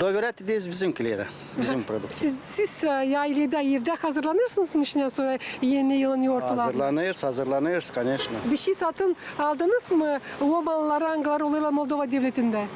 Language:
Gagauz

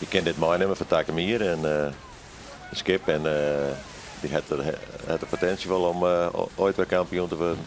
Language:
Western Frisian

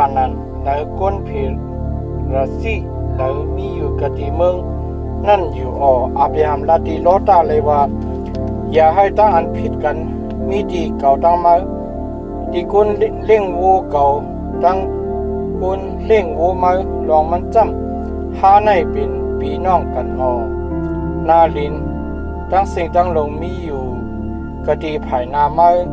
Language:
Shan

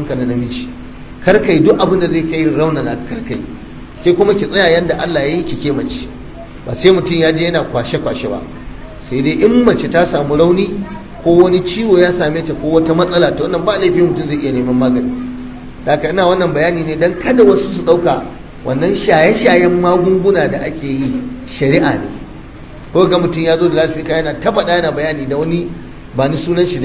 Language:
Hausa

